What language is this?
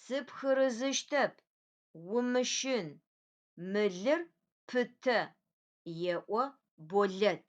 Adyghe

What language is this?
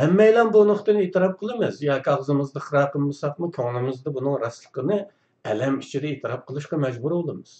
Uyghur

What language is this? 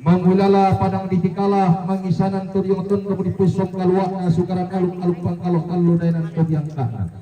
Toraja-Sa'dan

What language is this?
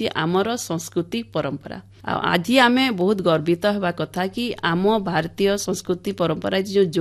Odia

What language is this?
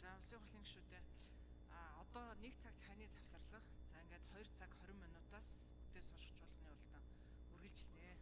Mongolian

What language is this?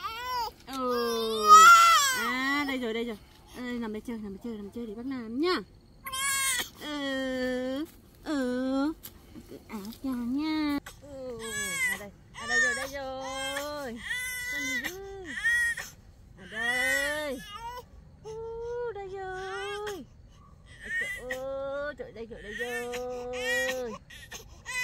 Vietnamese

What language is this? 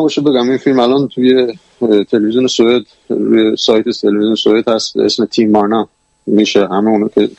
Persian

